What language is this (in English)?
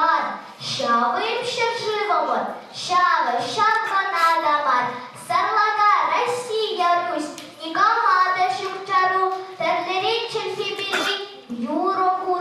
Chuvash